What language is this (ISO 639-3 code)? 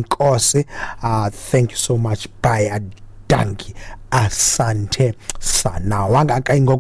xho